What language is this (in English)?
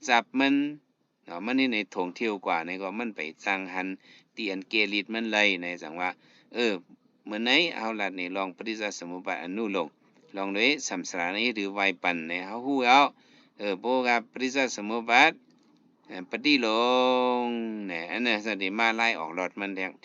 Shan